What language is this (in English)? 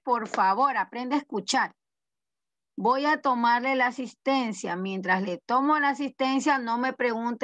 Spanish